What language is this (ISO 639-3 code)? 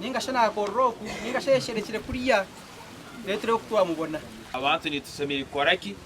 nyn